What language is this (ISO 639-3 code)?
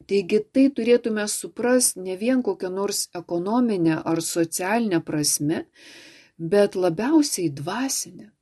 lit